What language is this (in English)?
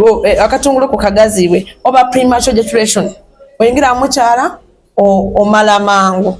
Soga